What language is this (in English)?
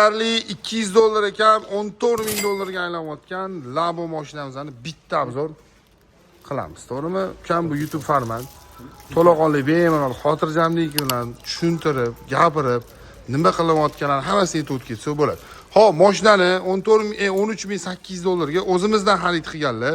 Uzbek